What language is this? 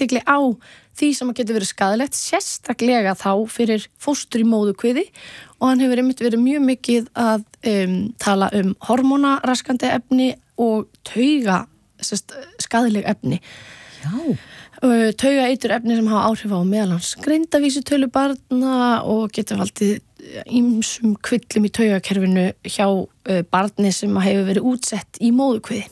Icelandic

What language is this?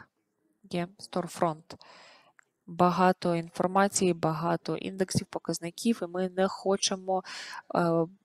Ukrainian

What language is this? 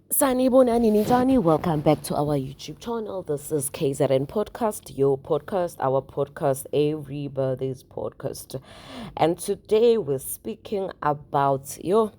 Zulu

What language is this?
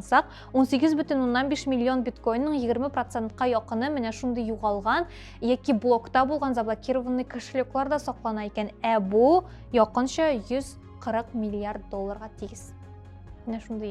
Tatar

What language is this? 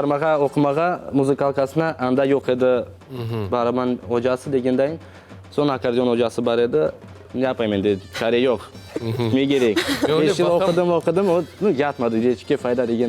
Crimean Tatar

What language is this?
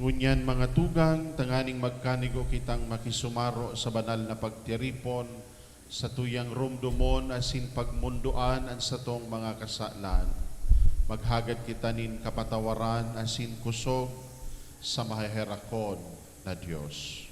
Bikol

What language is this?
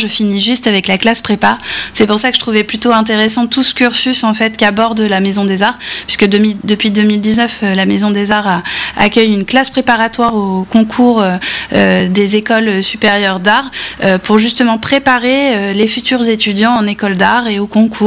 French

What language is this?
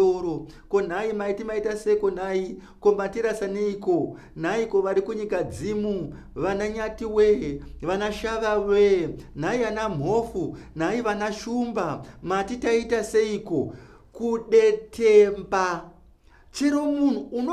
Shona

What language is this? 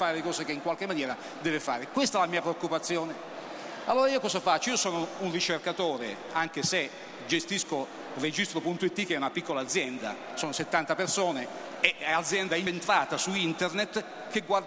Italian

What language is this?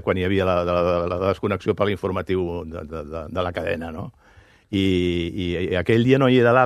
Catalan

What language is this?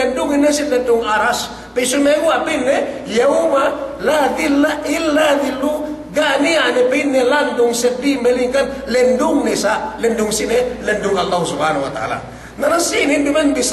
Yakan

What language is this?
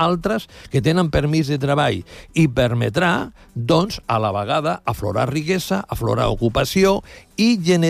Catalan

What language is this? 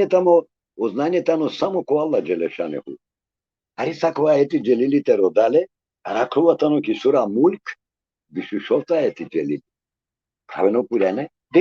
Balkan Romani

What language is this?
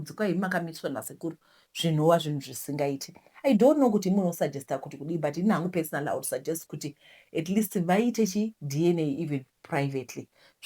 Shona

